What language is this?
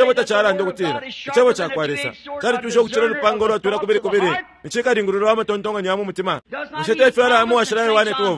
Bemba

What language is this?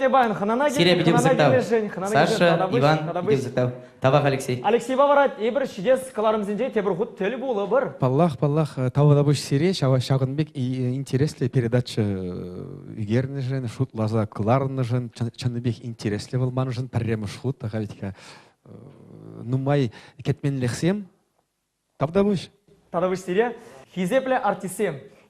Chuvash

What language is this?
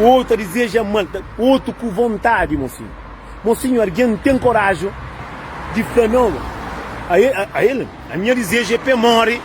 Kabuverdianu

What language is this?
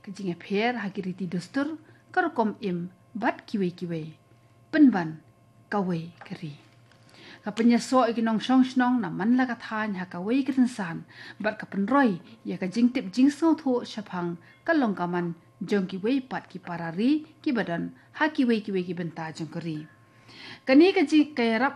Khasi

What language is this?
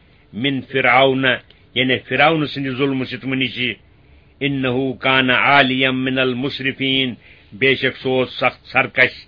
Kashmiri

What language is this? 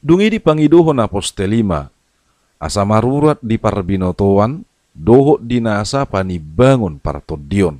Batak Toba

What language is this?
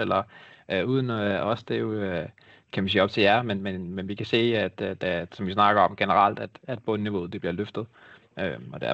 Danish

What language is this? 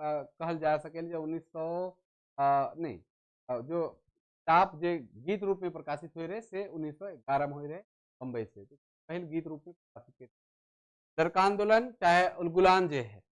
Sadri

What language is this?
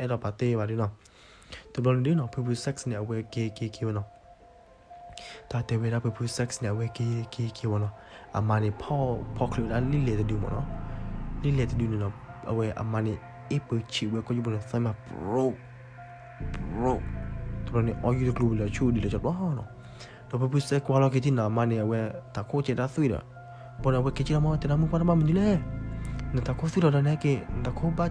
S'gaw Karen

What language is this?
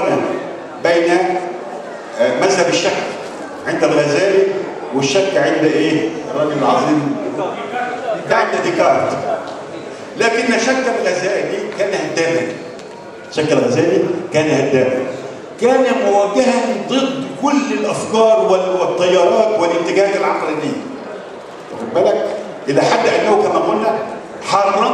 Egyptian Arabic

